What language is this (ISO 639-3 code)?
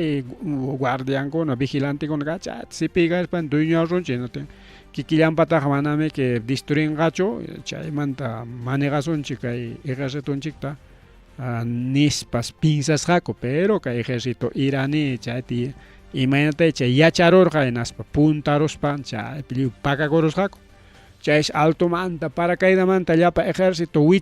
quy